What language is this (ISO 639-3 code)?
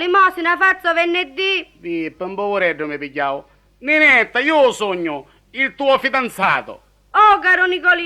scn